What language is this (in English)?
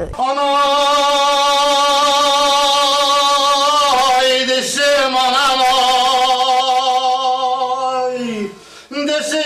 Kumyk